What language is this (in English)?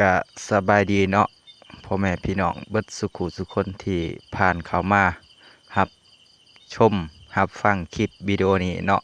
Lao